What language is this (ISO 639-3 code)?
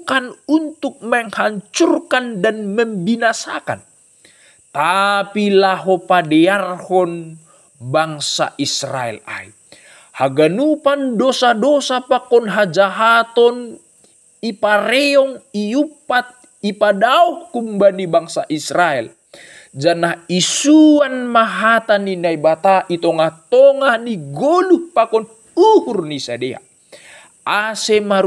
bts